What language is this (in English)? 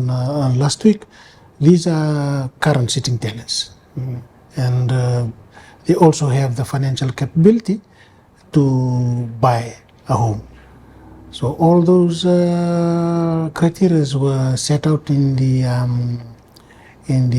Fijian